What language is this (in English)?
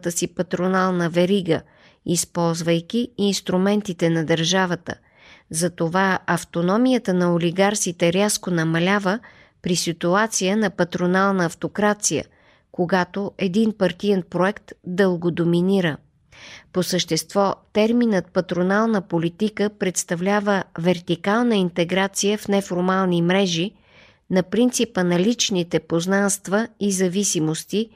Bulgarian